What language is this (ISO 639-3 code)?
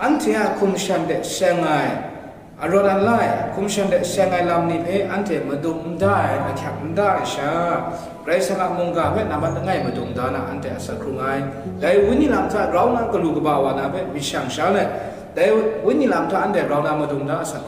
kac